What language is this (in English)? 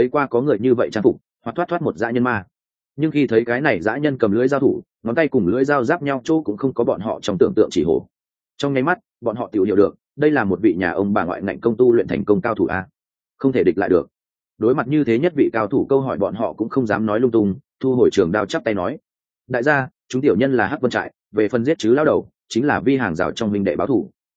Vietnamese